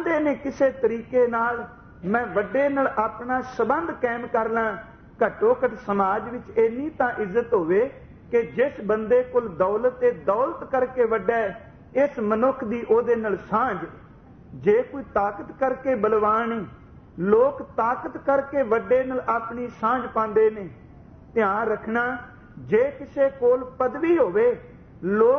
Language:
Punjabi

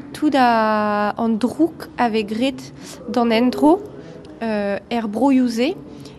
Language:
Breton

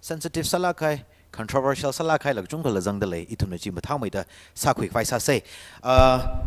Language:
Tangkhul Naga (India)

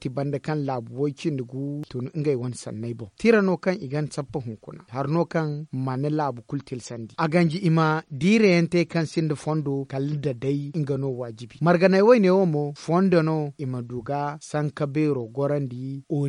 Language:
Zarma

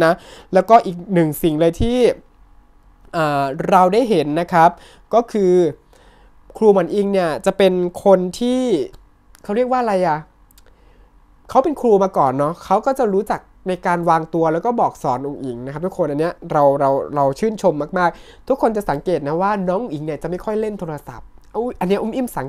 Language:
Thai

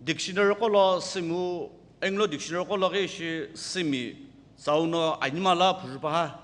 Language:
Sumi Naga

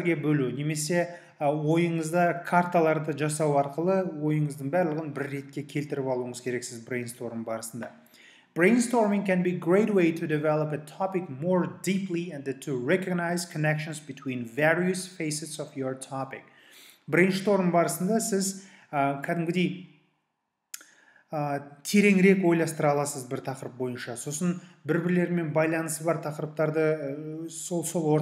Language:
Kazakh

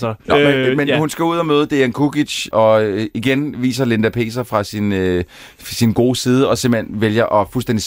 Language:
Danish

